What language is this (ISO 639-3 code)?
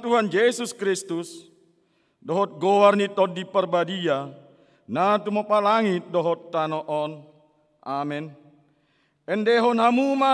bbc